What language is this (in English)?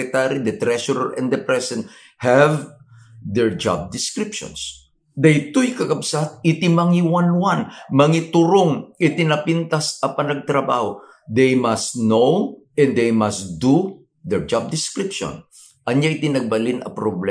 Iloko